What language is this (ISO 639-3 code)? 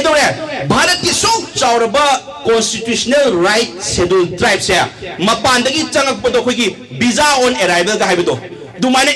mni